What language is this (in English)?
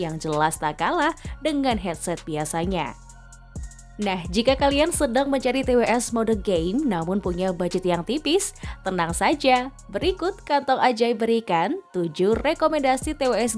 Indonesian